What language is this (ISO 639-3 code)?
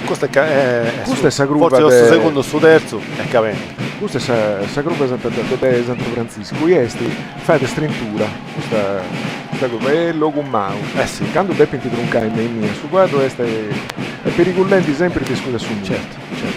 srd